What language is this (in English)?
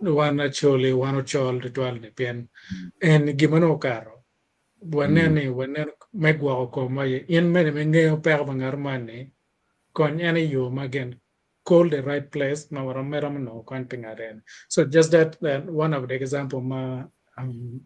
Acoli